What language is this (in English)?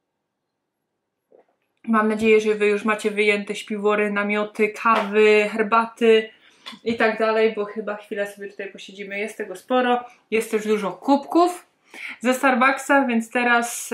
Polish